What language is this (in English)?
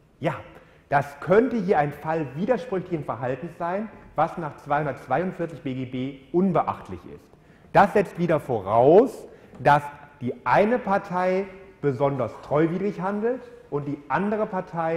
German